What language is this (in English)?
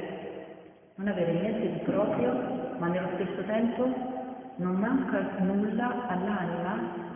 Italian